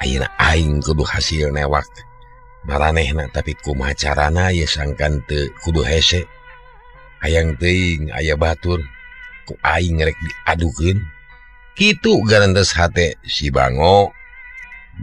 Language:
Sundanese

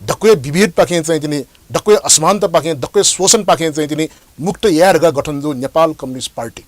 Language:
Newari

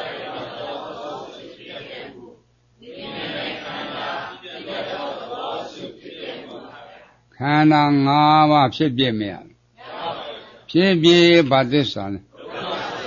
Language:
Burmese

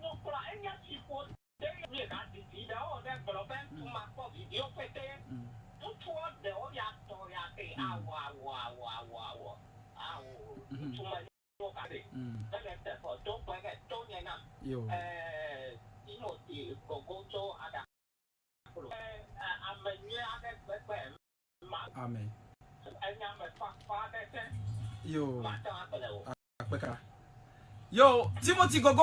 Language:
Ewe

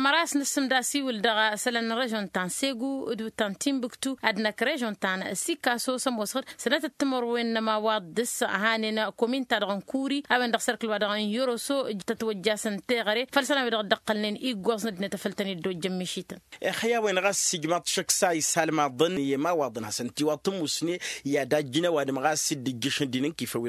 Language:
Tamasheq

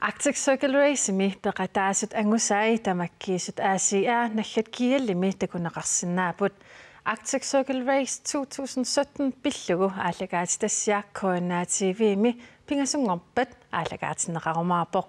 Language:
Kalaallisut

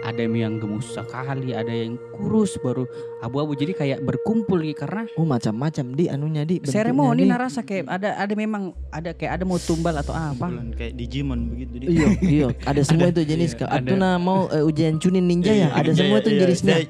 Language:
Makassar Malay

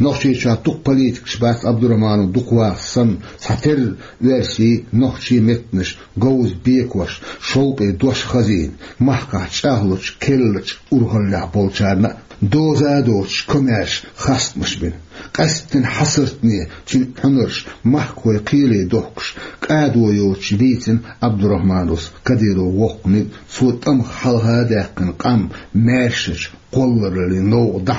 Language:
Chechen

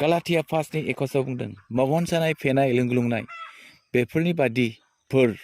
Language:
Bodo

